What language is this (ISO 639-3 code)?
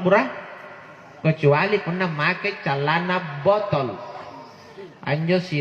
mak